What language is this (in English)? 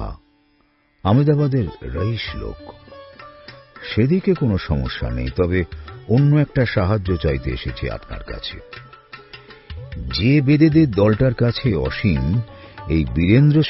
Bangla